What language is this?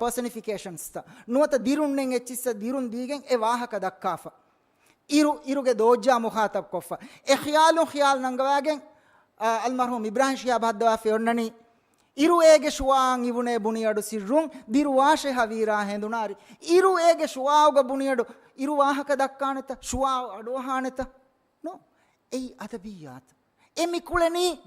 Divehi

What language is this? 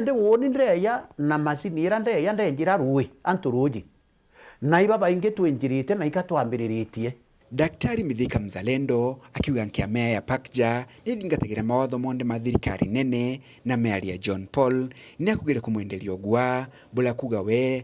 Meru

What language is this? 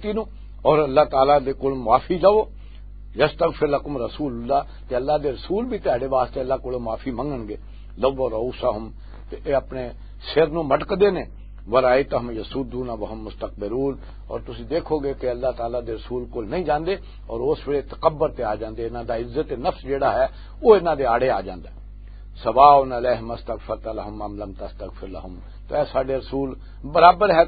Western Panjabi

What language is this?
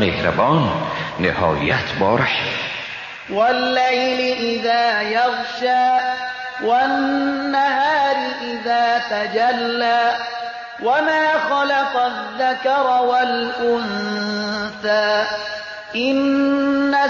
Persian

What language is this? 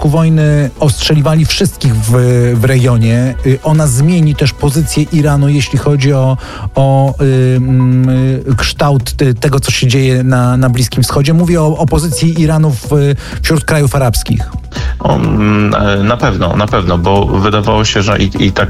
Polish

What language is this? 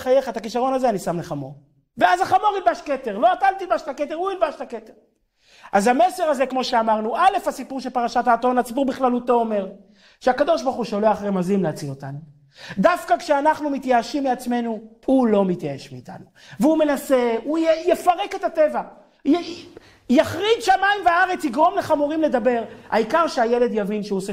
Hebrew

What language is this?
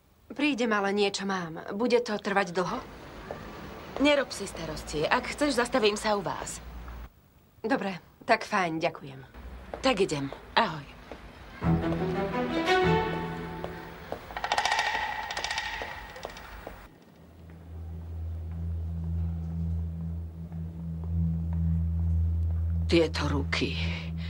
Slovak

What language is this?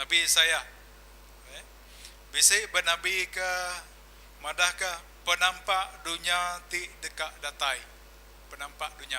Iban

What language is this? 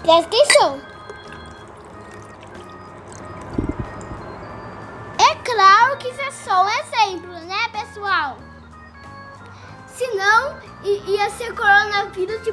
Portuguese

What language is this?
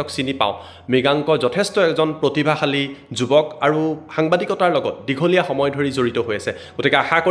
Assamese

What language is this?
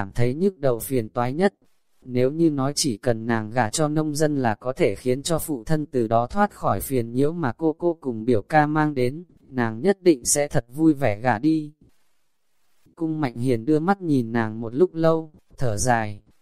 Vietnamese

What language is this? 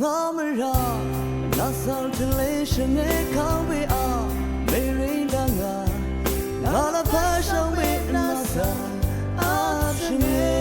Rawang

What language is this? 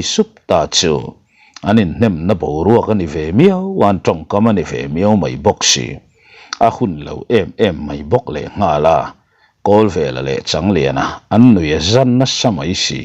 Mizo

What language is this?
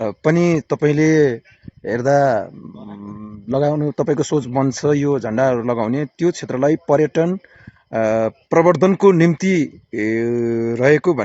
Nepali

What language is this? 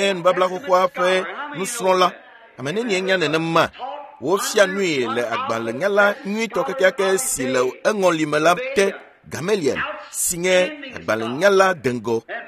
Ewe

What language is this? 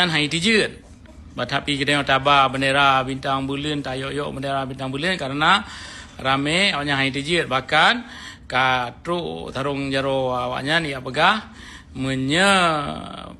Achinese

